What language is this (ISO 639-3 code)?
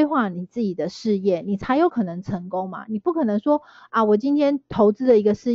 zho